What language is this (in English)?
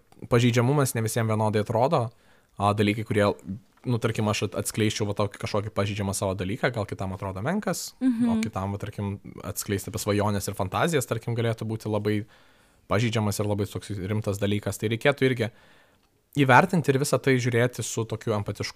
Lithuanian